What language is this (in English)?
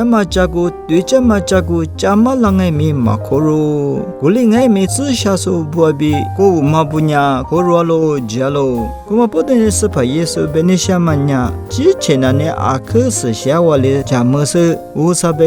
Lisu